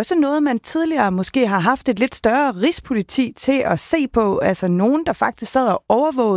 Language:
Danish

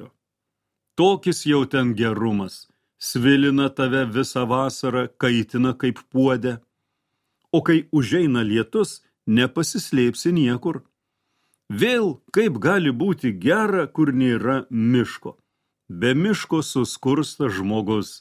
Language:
Lithuanian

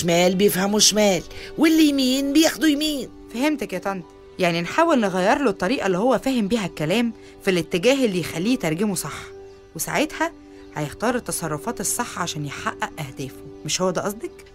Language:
Egyptian Arabic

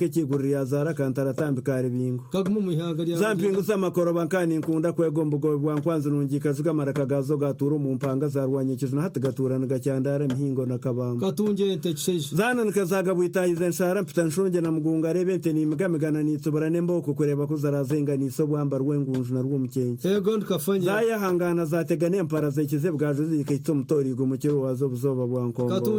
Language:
Kinyarwanda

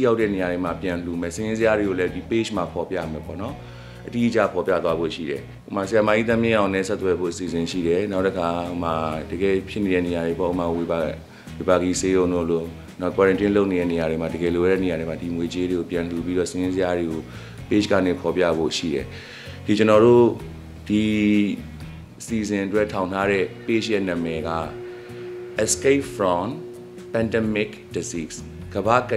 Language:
Burmese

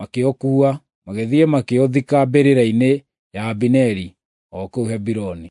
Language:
Kikuyu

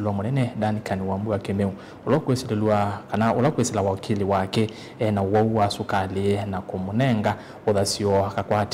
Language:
Kamba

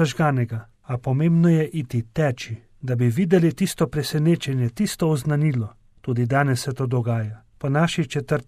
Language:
Slovenian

